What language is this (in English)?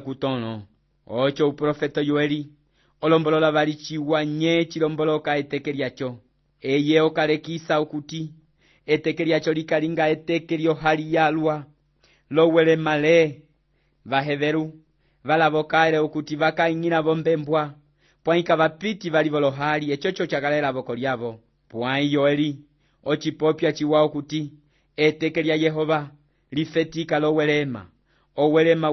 Umbundu